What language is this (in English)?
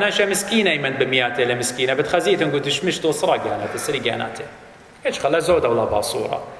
Assyrian Neo-Aramaic